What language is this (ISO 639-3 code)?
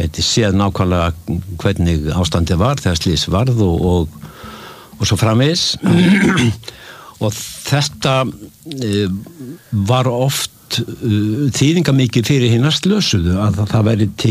isl